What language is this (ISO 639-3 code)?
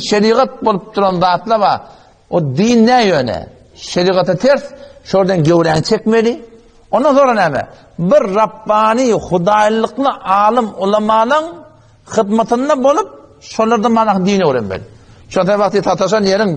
tuk